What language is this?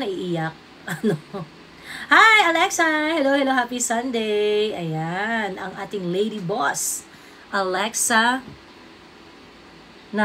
Filipino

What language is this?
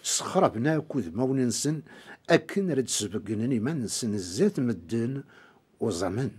Kabyle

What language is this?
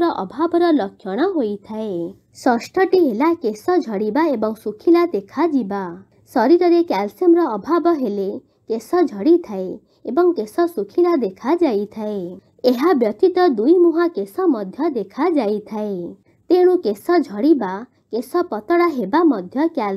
Odia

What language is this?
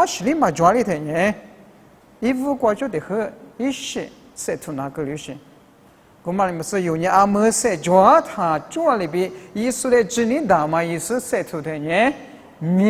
Lisu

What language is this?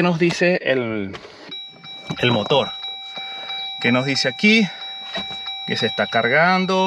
Spanish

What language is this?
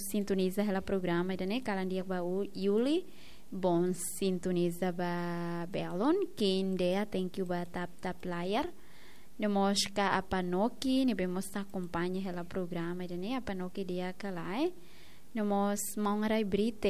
Tetum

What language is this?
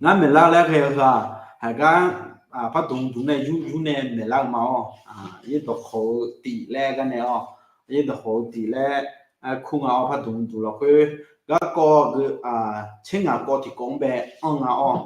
Akha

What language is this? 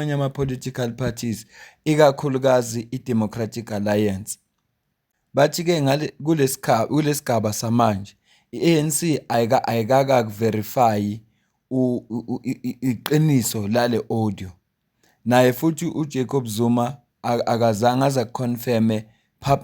Zulu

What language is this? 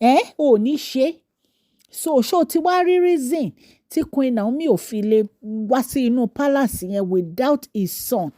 Yoruba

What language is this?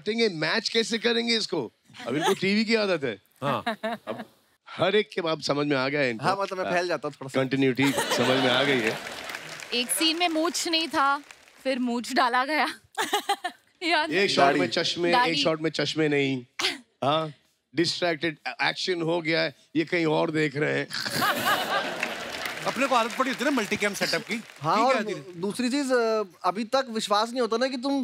Hindi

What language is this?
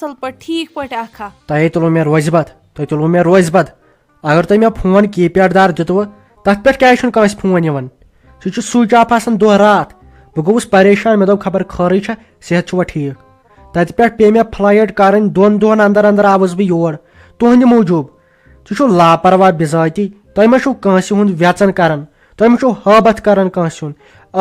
Kashmiri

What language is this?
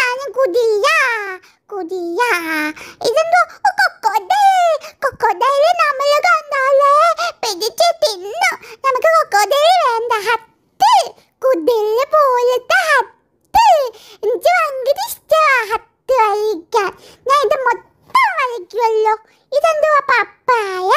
Malayalam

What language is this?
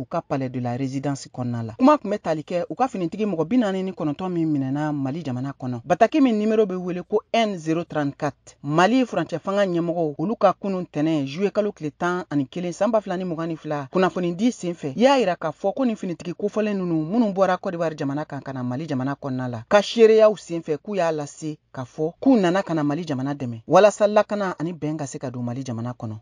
Bambara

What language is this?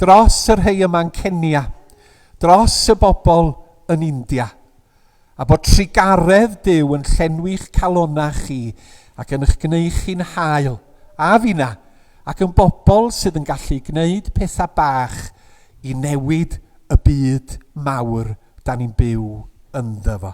Welsh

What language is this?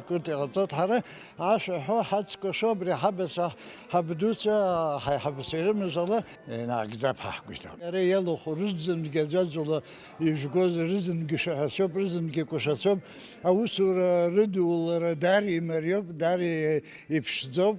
Abkhazian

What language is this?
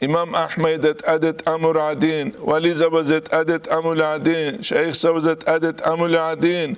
Avaric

